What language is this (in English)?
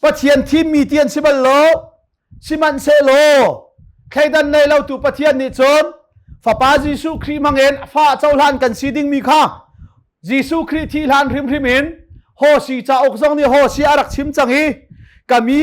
Hakha Chin